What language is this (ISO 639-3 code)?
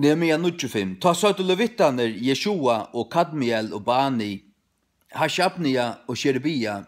fao